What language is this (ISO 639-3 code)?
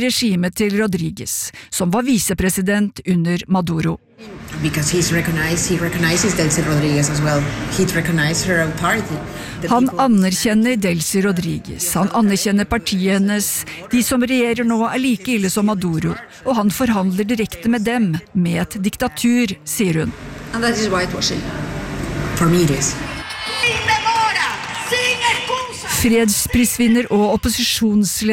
nor